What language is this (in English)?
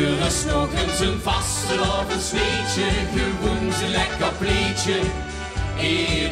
Limburgish